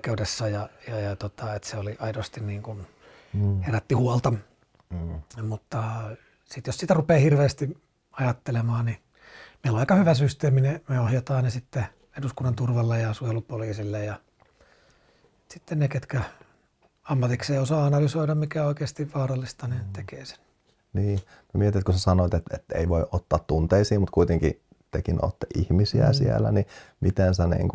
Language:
Finnish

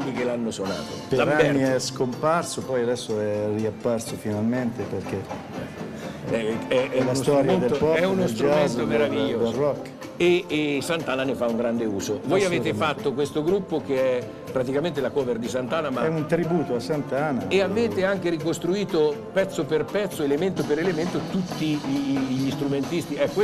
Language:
Italian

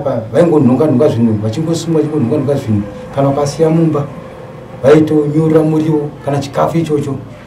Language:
Shona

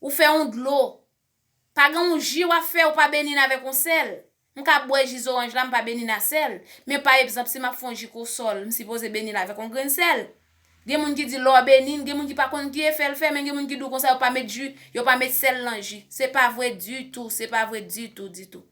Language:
Haitian Creole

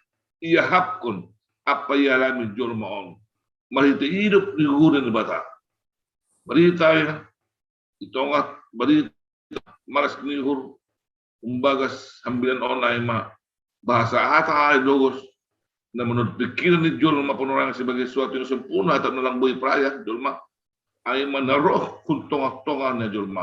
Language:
Batak Simalungun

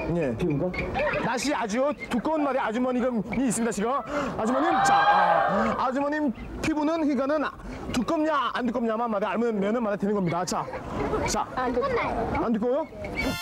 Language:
Korean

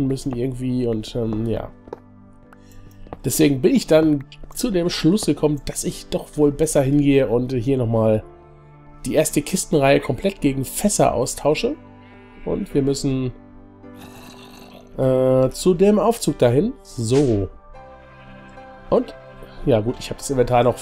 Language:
German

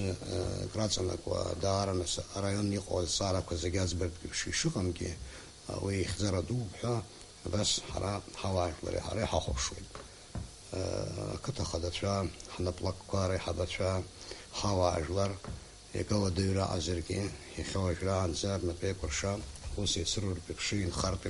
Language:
Abkhazian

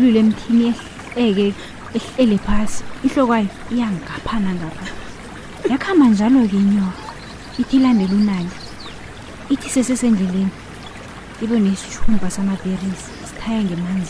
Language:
South Ndebele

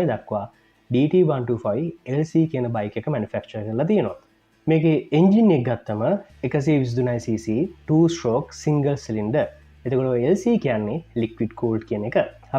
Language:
Sinhala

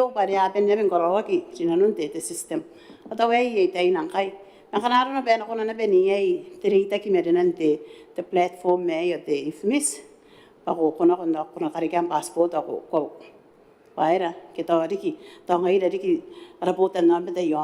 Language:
Gilbertese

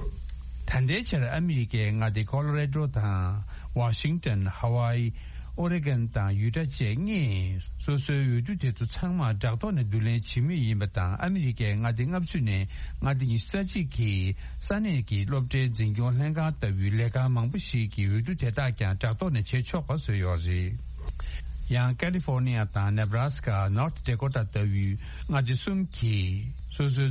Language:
Tibetan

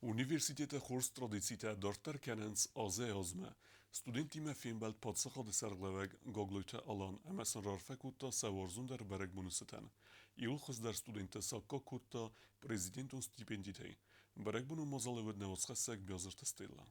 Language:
Ossetic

